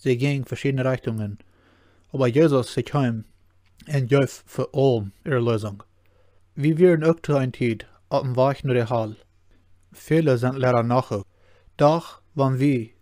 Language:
Plautdietsch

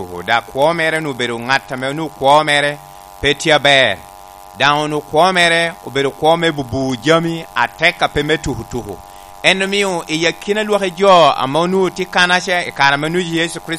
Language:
Lango (Uganda)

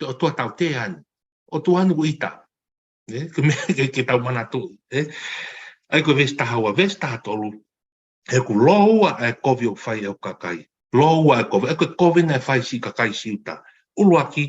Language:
Tongan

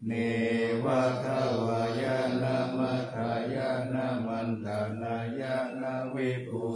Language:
Pali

